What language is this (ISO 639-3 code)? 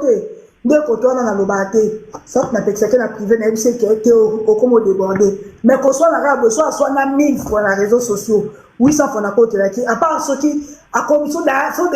lin